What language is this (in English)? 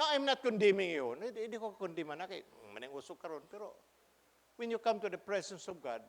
Cebuano